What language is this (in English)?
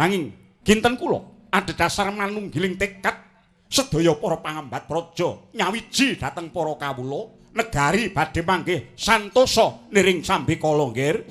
Javanese